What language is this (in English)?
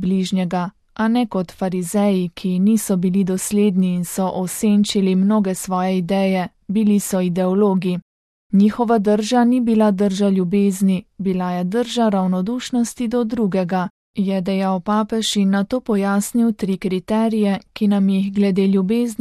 Slovenian